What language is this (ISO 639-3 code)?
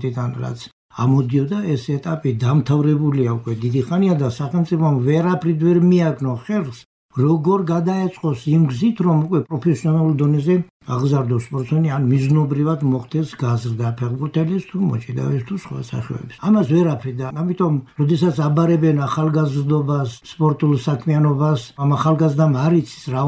kat